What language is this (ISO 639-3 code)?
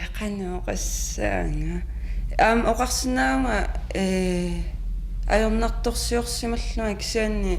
kal